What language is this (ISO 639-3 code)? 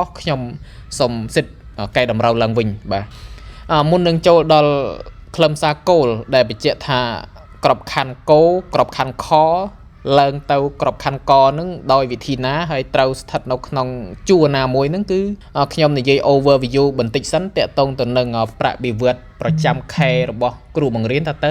khm